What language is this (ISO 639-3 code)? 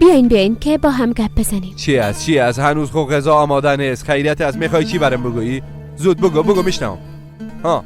fas